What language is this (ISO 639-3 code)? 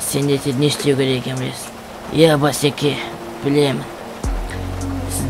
kaz